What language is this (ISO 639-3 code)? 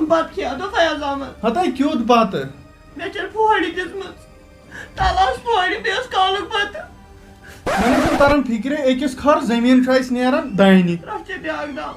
kas